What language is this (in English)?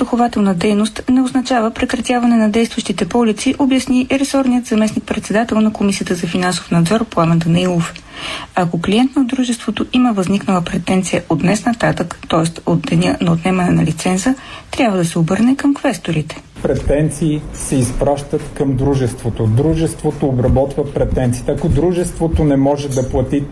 Bulgarian